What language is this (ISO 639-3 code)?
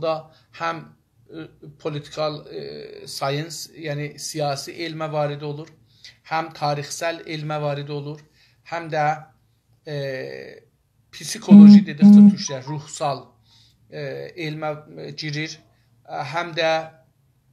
azb